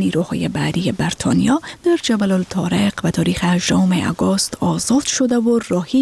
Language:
Persian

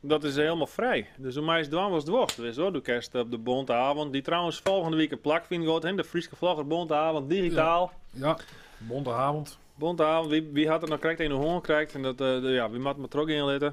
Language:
Western Frisian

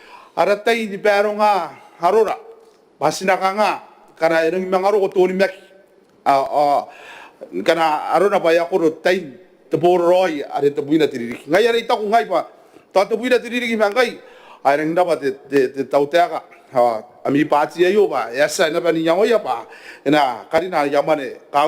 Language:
Gilbertese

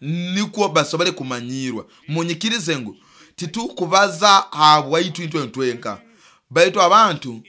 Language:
Nyoro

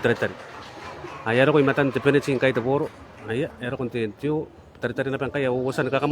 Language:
Gilbertese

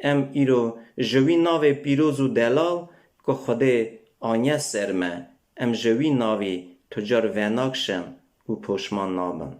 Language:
Kurdish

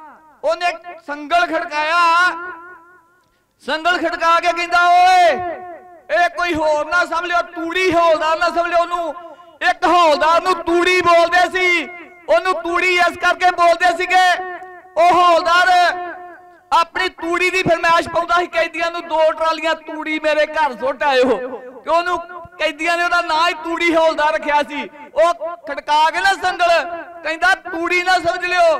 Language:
Punjabi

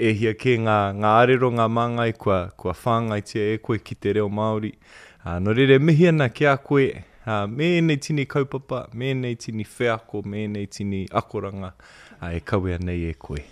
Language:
Māori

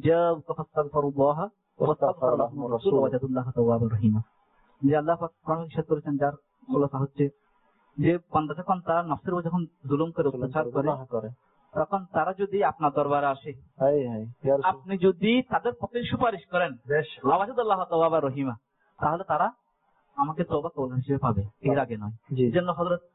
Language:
Bangla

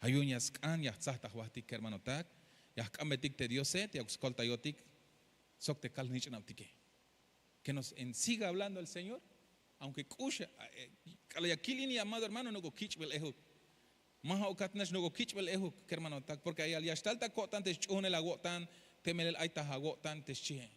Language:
Tzeltal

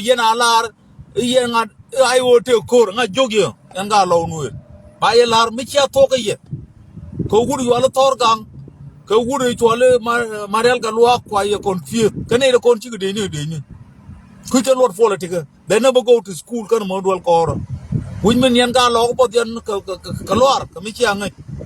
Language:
Nuer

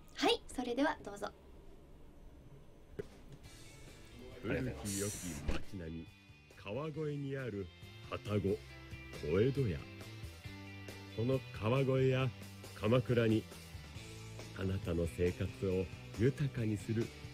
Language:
Japanese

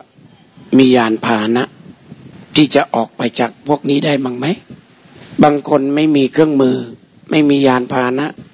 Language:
Thai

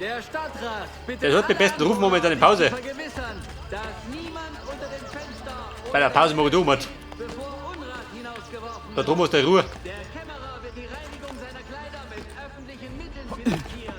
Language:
Bavarian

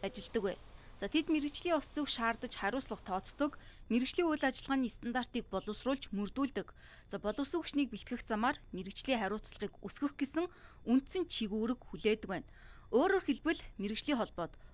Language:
Mongolian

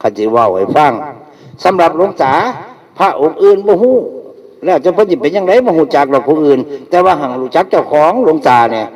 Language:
Northeastern Thai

